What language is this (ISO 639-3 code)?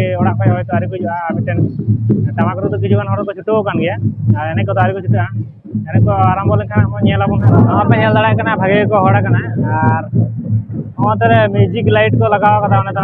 sat